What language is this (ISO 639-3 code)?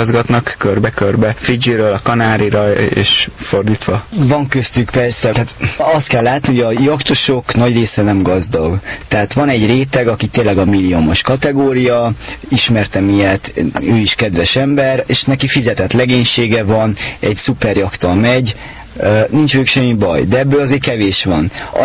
hun